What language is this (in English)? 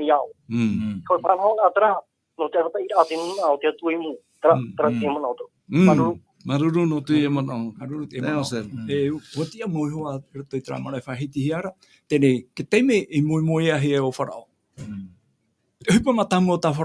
Tahitian